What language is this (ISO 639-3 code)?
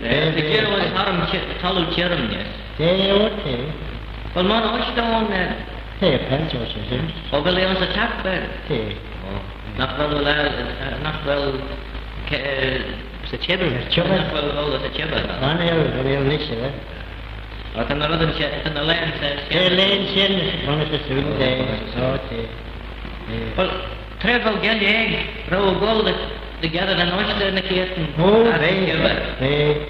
glv